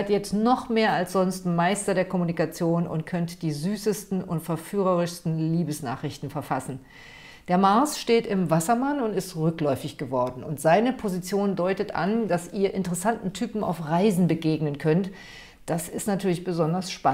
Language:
German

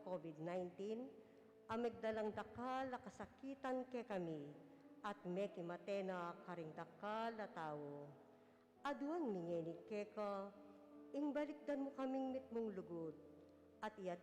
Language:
Pampanga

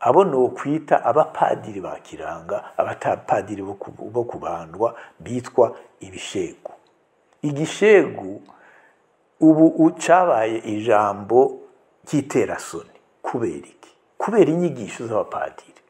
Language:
Rundi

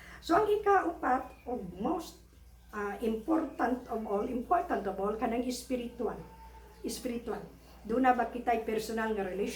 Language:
Cebuano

